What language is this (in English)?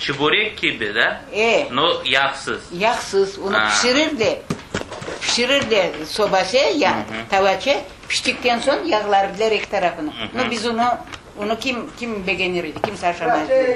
Crimean Tatar